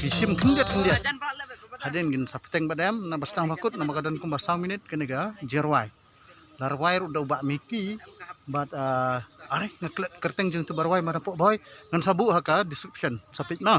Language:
Khasi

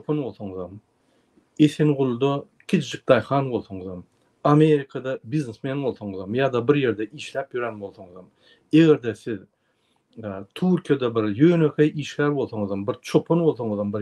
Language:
Turkmen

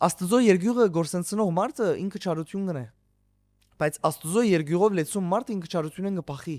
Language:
Western Armenian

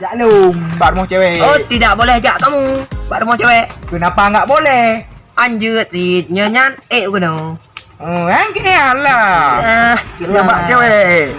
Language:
Achinese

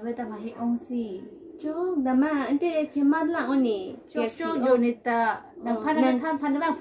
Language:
Karbi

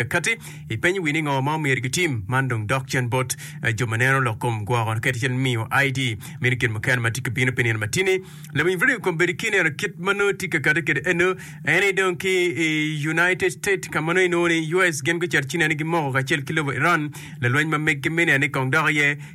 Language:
Acoli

